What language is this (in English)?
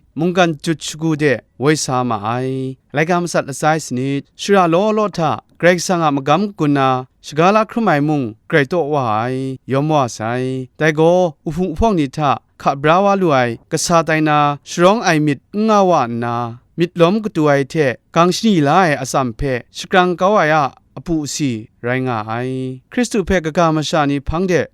Kachin